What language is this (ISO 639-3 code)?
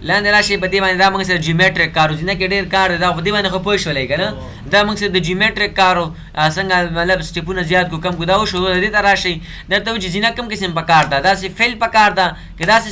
pus